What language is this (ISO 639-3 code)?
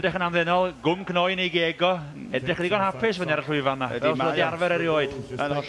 cym